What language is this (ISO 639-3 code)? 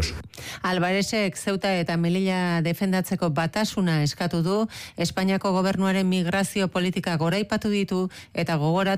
eus